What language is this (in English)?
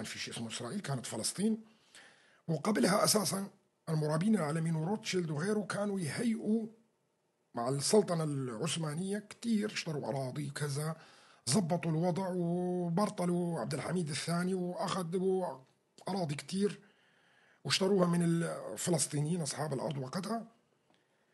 North Levantine Arabic